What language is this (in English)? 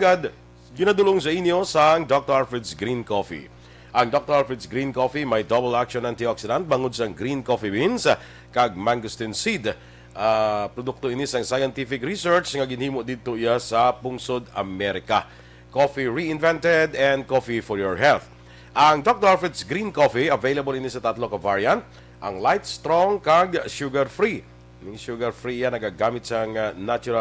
Hiligaynon